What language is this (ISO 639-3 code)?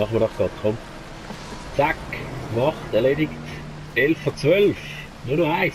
gsw